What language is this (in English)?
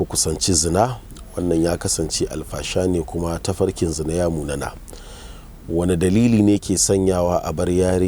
Hausa